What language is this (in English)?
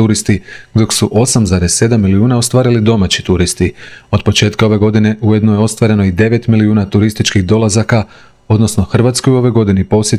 Croatian